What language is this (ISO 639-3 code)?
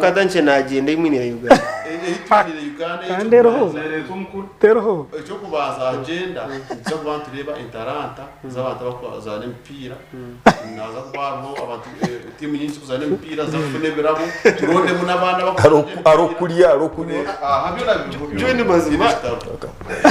nyn